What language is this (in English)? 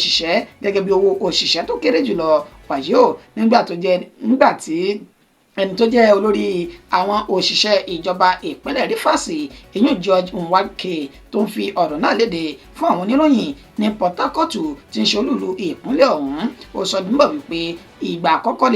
Yoruba